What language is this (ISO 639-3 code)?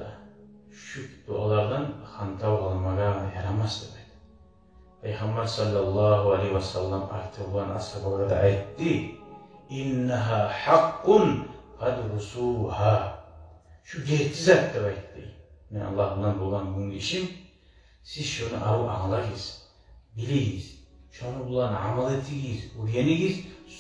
kum